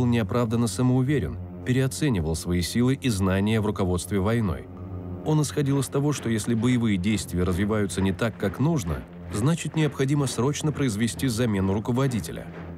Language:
Russian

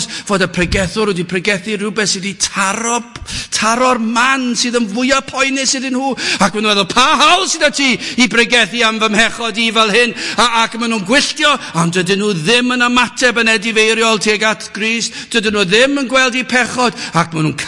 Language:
Welsh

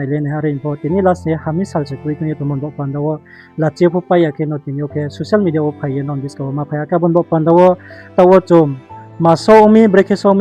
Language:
Riang (India)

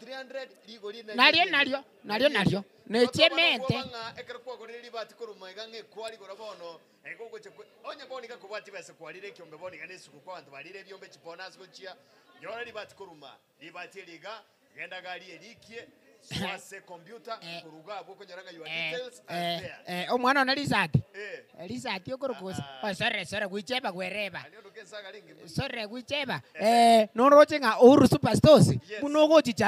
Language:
Gusii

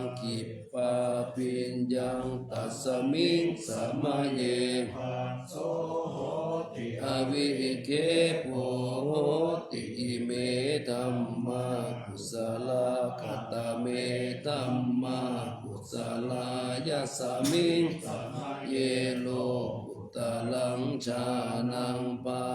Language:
Pali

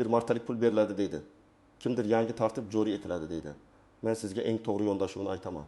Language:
Uzbek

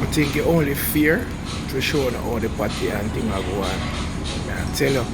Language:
Jamaican Creole English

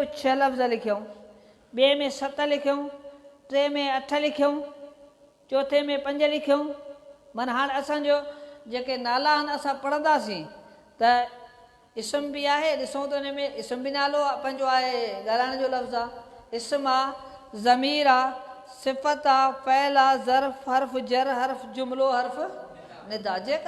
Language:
Sindhi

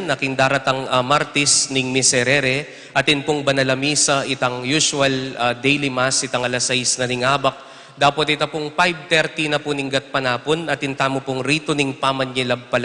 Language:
Pampanga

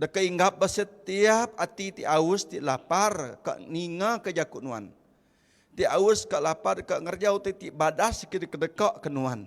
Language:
Iban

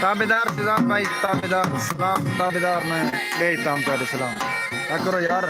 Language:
Saraiki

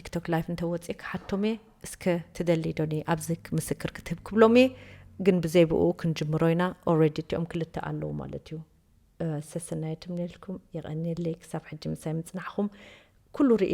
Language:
Tigrinya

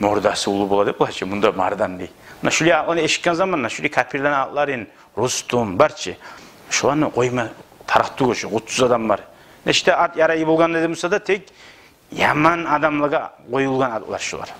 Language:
Kumyk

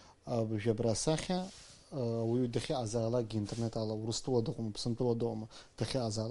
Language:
Abkhazian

